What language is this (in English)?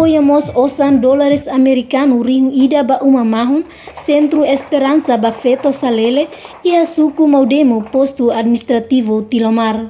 Tetum